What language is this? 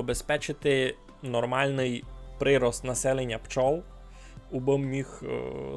Rusyn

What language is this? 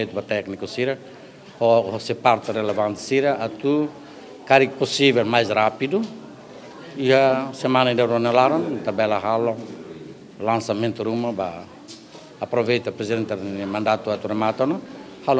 Tetum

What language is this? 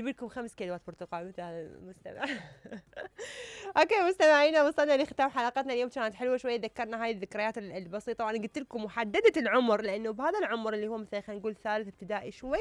Mesopotamian Arabic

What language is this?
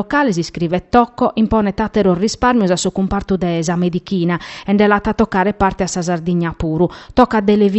Sardinian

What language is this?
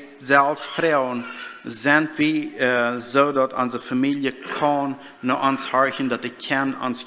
Plautdietsch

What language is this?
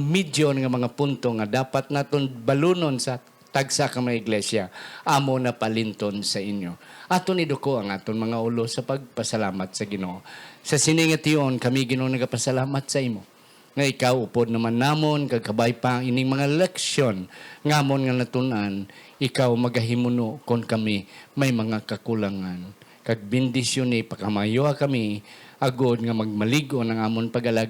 Hiligaynon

